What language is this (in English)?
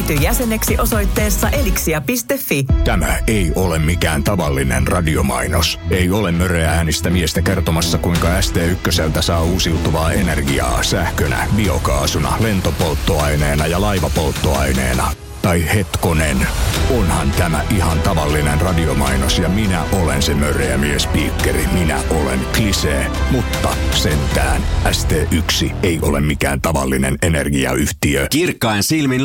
Finnish